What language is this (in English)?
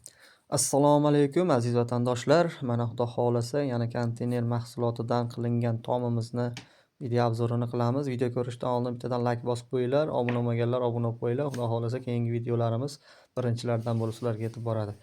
Uzbek